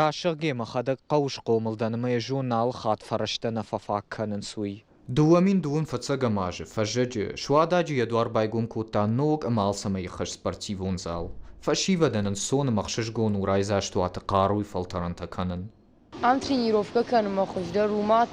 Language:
Ossetic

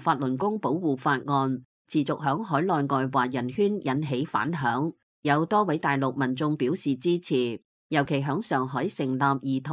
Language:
Cantonese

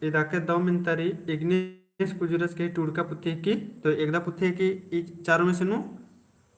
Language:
Kurukh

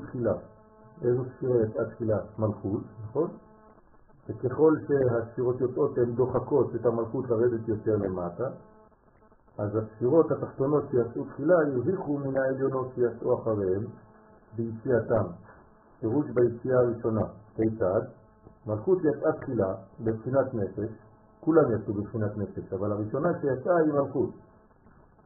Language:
Hebrew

